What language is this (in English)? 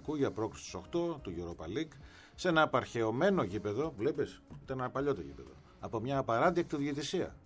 Greek